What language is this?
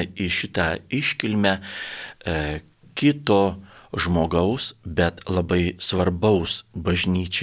Lithuanian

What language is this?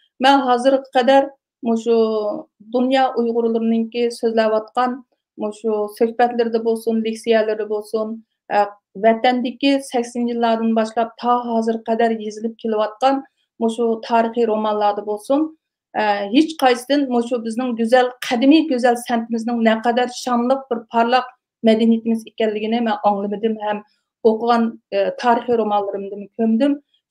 Uyghur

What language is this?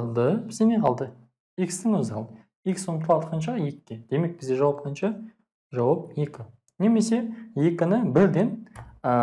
Kazakh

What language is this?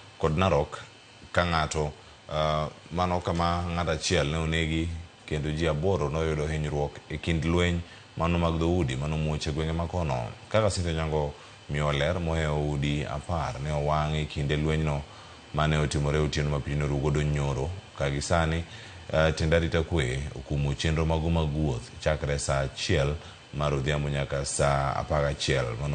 Luo (Kenya and Tanzania)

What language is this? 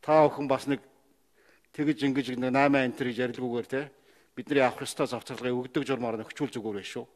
Mongolian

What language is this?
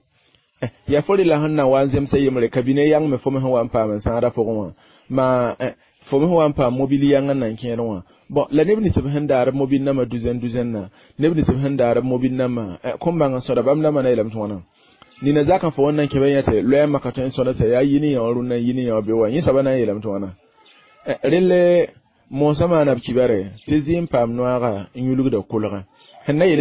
Mossi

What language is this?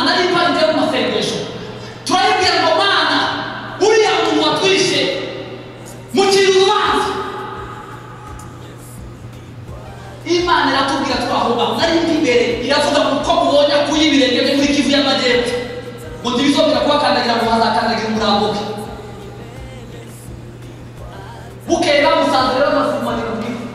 Kinyarwanda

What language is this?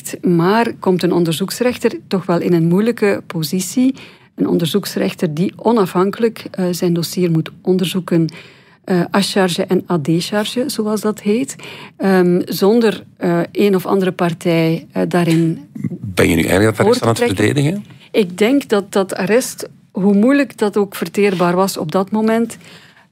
Dutch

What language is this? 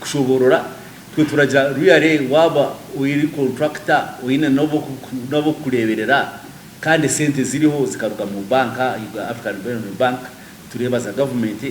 Nyankole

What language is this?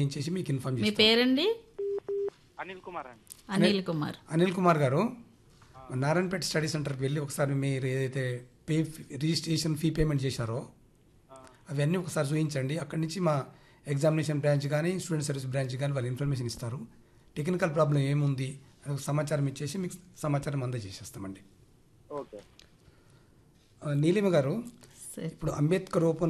Telugu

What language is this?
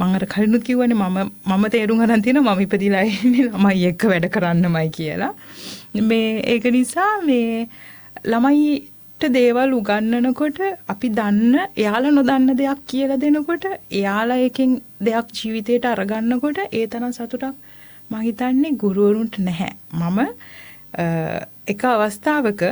Sinhala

